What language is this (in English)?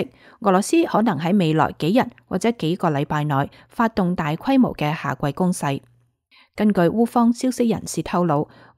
Cantonese